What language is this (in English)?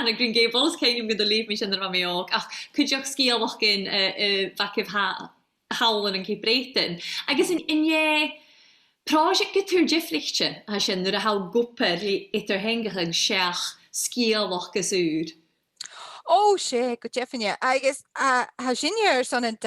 Scottish Gaelic